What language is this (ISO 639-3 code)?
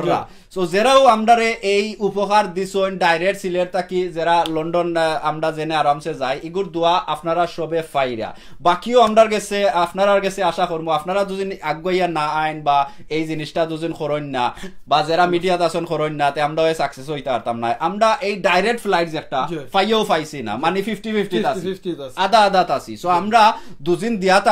syl